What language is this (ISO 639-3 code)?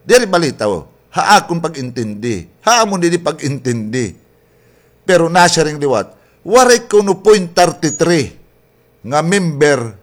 war